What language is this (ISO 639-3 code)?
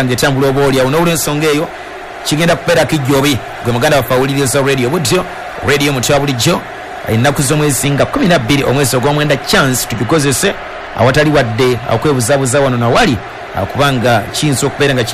lug